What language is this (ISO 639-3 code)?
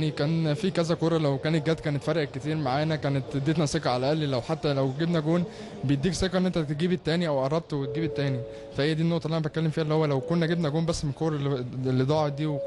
arz